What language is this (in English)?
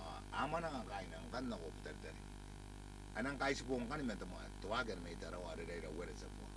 Gilbertese